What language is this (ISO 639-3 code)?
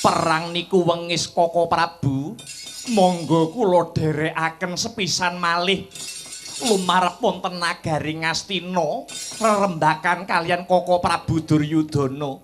jav